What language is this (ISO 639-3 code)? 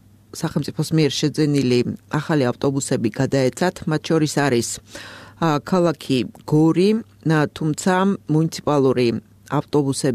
kat